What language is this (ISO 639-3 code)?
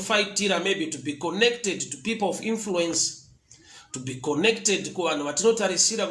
sna